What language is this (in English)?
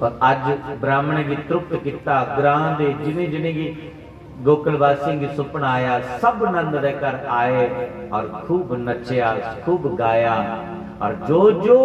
Dogri